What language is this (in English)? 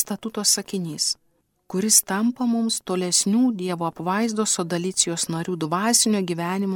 Lithuanian